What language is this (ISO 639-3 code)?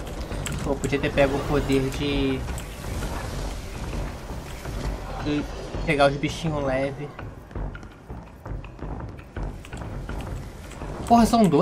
por